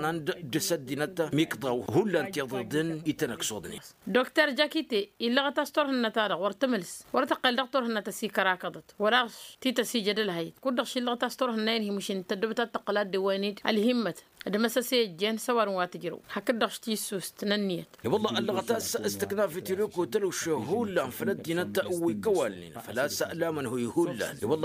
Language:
Tamasheq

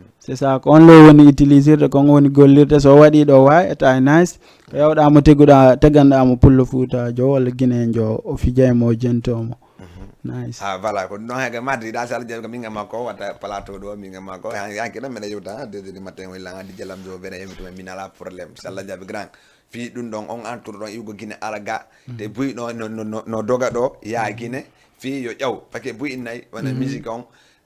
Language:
Fula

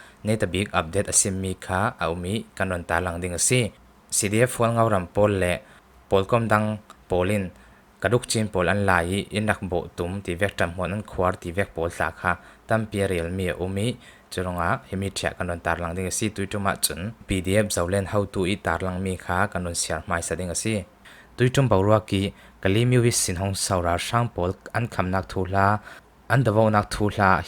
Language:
Hakha Chin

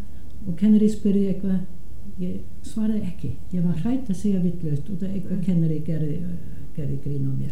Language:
Icelandic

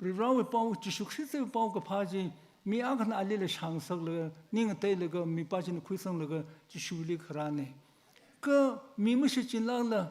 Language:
Tangkhul Naga (India)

